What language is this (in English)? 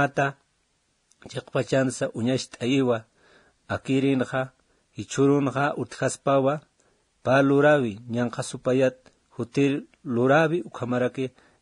Aymara